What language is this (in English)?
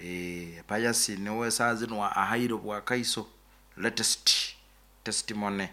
Nyoro